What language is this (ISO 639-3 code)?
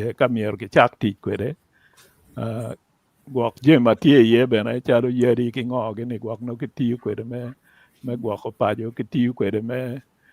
ach